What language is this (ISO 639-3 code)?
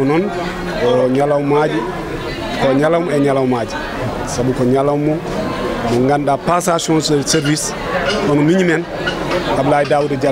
ful